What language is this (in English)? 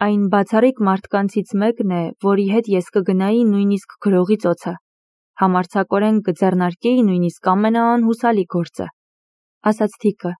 Armenian